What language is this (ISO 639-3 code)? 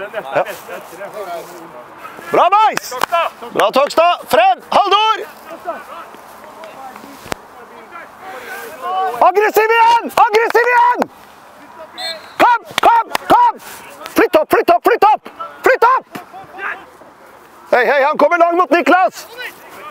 nor